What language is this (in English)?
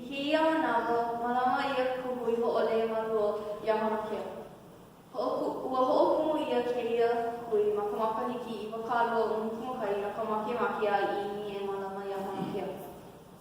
Hawaiian